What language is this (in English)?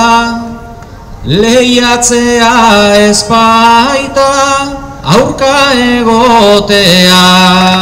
Basque